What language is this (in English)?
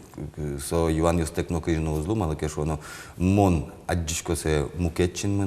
Udmurt